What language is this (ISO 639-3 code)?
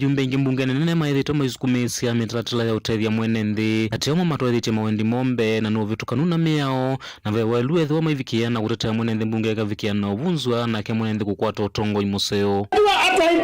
kam